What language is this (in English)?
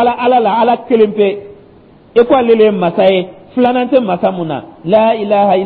Dyula